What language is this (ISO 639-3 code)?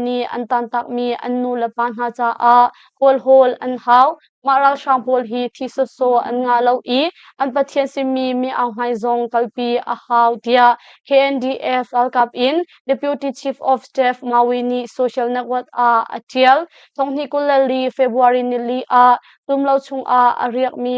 cnh